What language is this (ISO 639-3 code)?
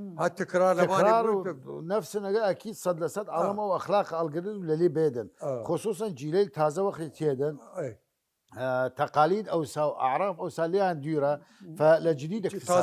sdh